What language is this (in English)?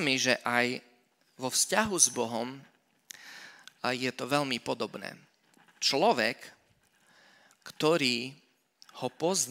Slovak